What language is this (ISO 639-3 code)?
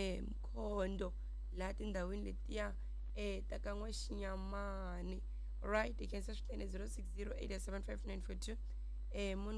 tso